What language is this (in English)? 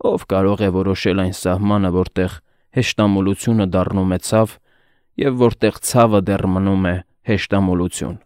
Armenian